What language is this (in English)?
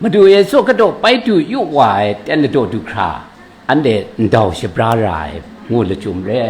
Kachin